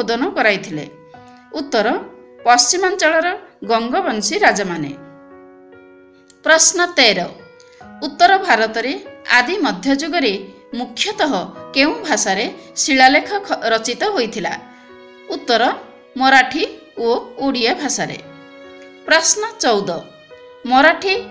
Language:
Odia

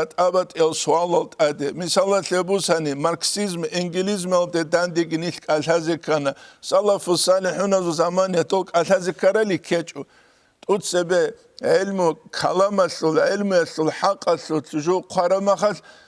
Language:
Avaric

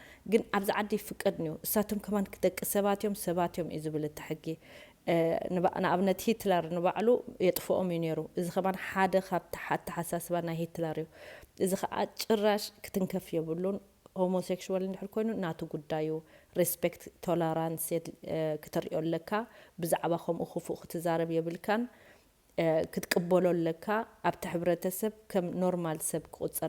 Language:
Tigrinya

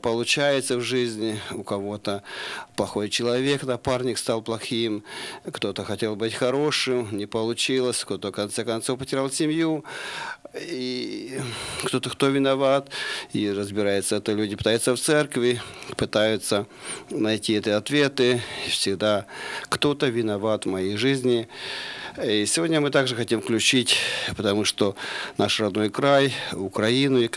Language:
Russian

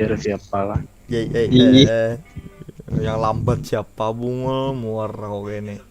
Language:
Banjar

